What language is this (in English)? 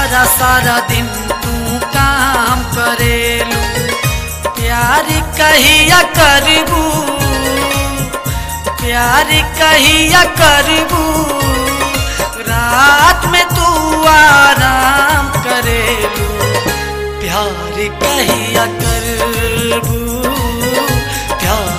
Bhojpuri